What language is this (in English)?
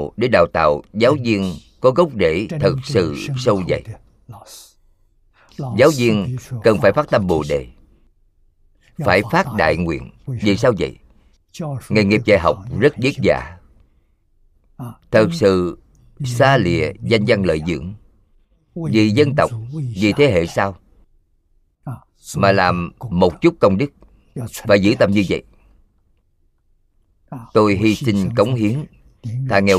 Vietnamese